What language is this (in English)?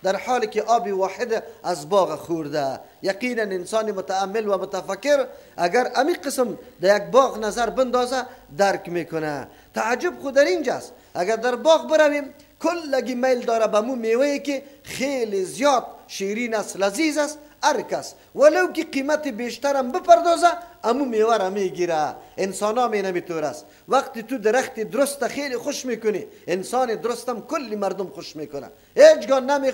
Persian